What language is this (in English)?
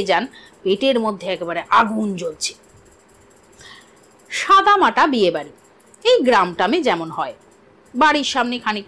Bangla